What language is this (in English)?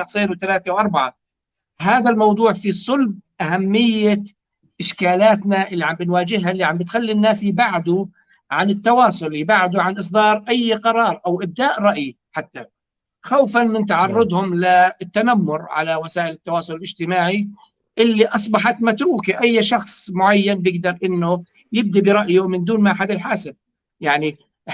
North Levantine Arabic